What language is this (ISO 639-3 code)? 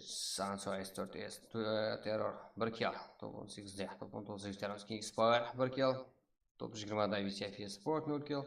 kaa